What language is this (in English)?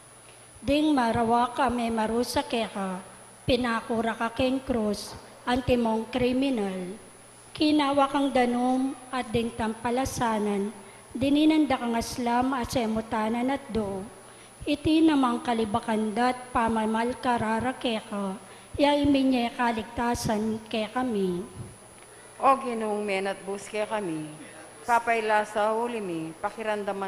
Pampanga